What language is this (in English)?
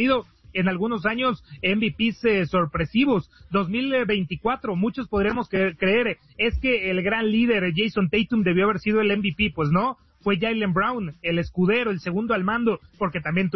Spanish